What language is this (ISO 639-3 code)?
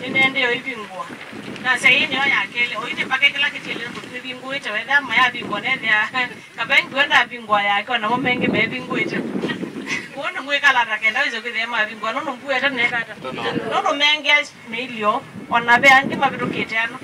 kam